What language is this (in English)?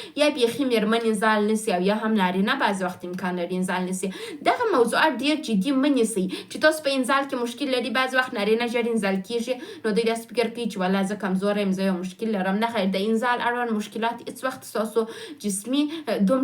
Pashto